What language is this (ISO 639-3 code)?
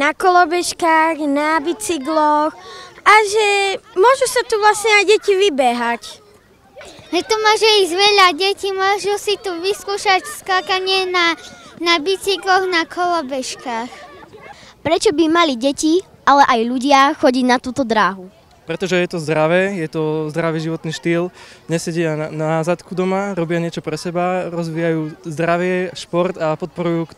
slk